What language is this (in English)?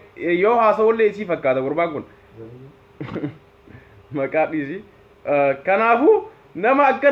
Oromo